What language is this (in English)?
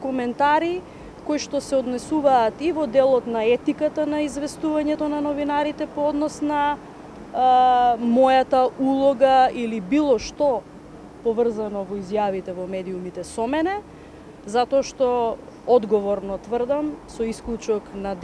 Macedonian